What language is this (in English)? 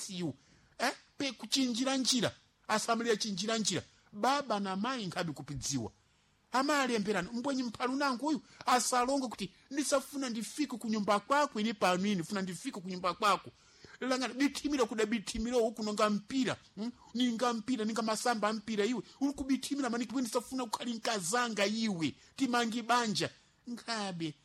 Sena